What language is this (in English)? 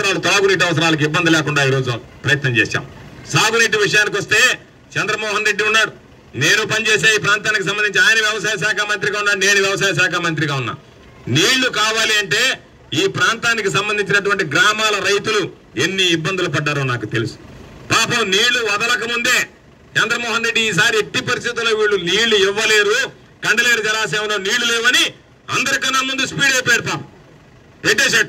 Telugu